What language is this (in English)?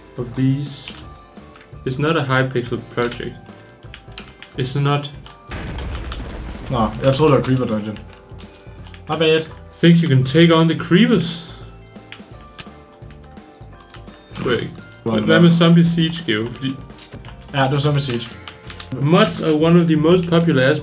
Danish